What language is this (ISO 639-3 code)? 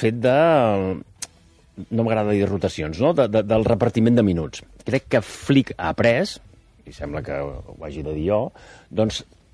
cat